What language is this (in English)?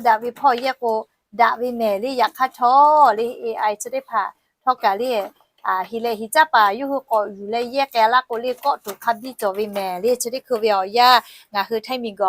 Lahu